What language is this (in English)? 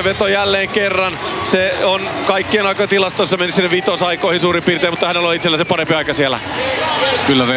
Finnish